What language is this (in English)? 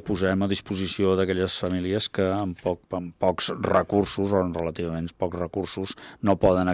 Catalan